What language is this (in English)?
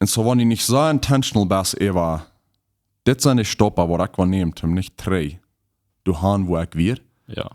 Plautdietsch